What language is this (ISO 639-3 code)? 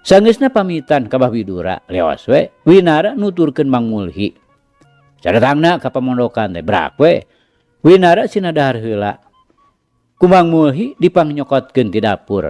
sun